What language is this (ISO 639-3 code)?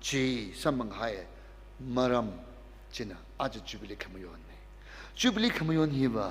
nmf